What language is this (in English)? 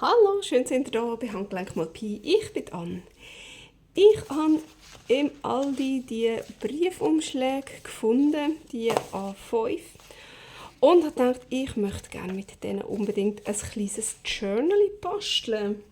Swiss German